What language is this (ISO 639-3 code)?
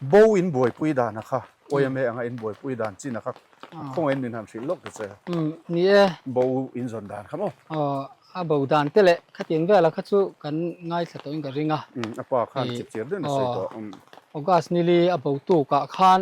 lus